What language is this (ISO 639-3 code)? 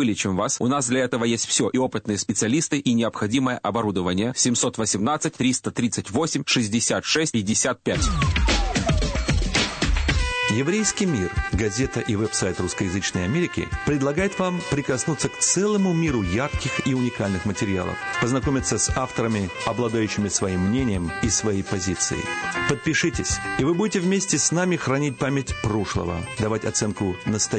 rus